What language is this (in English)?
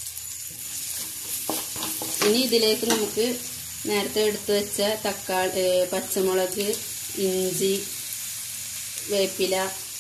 Malayalam